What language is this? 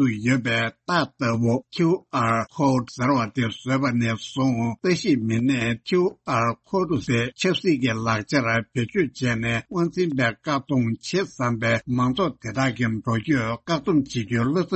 Tibetan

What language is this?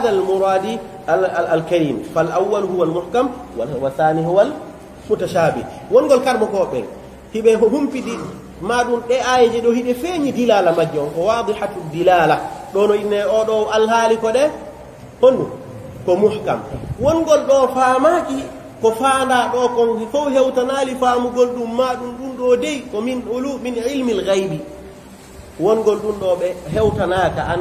Pular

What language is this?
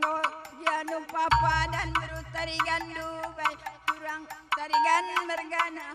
Batak Karo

